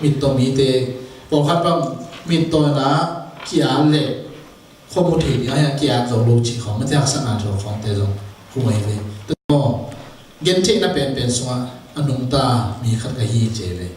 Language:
Tedim Chin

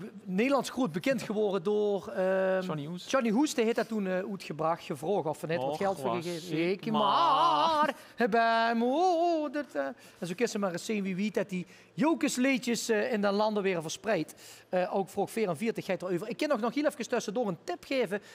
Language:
Limburgish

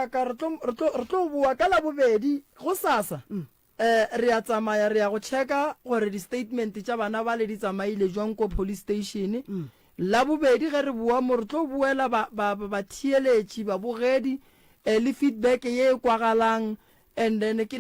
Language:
Northern Sotho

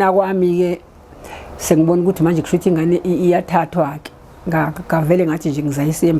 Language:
Zulu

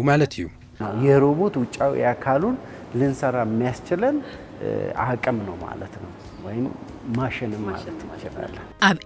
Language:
Tigrinya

